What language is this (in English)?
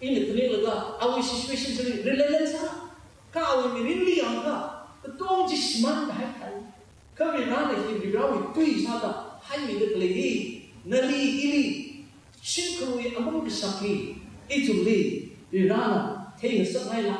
Tangkhul Naga (India)